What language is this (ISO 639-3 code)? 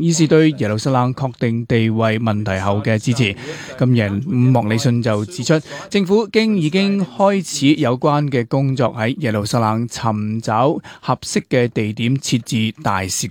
yue